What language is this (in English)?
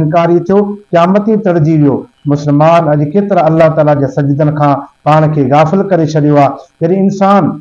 Sindhi